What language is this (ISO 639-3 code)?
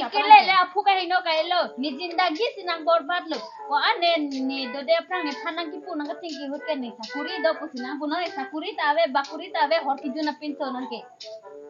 mjw